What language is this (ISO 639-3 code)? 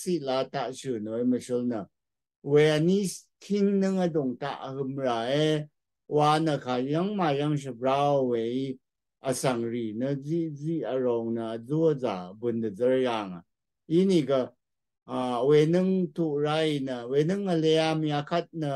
raw